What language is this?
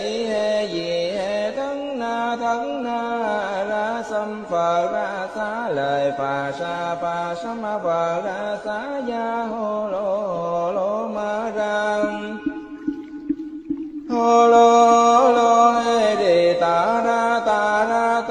Vietnamese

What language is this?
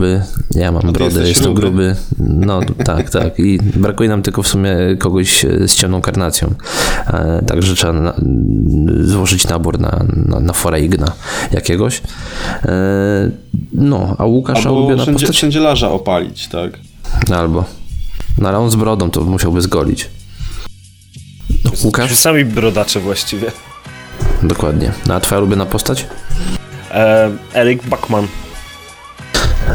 Polish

